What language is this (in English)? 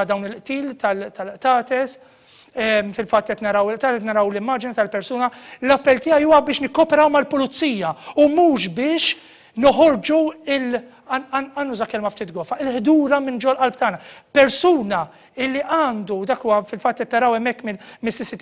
Maltese